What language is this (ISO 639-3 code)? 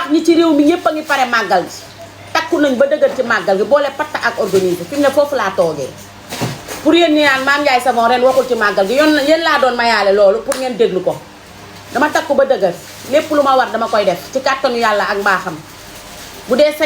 wol